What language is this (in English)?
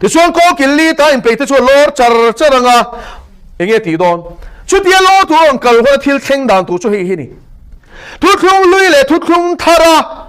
Mizo